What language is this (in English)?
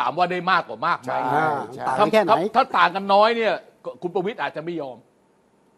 Thai